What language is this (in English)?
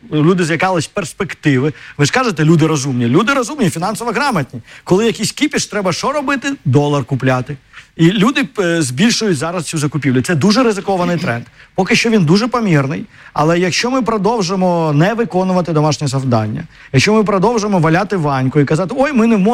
Ukrainian